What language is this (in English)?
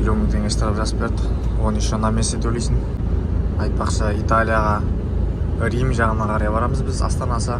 Kazakh